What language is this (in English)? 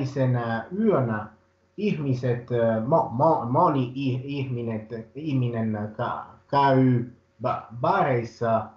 Finnish